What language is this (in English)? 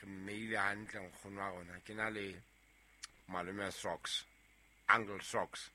Southern Sotho